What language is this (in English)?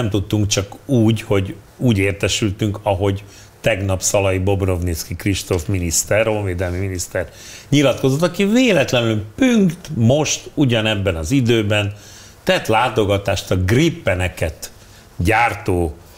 Hungarian